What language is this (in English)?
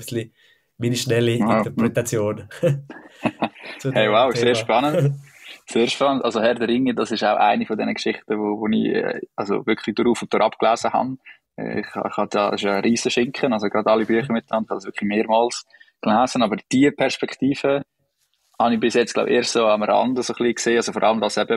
Swiss German